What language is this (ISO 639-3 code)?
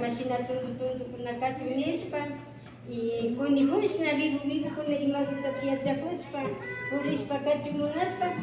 qvi